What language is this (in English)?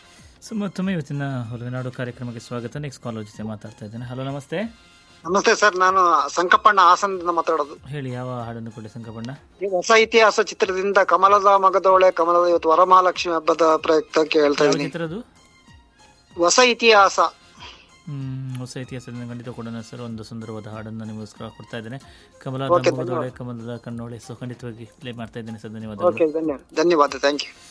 Kannada